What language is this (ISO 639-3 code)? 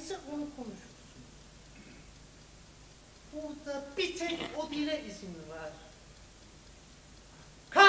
tur